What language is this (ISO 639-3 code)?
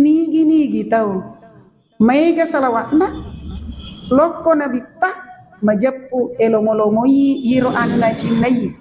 bug